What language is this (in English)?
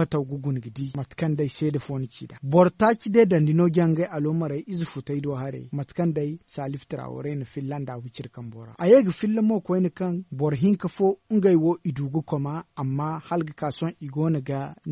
Zarma